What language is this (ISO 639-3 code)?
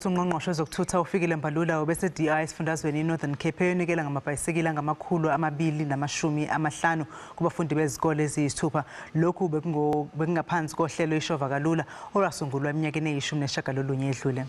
zul